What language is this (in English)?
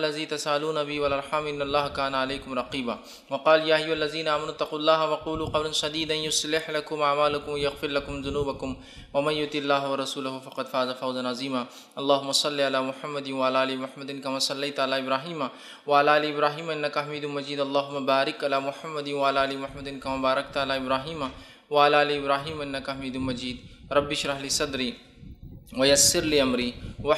Urdu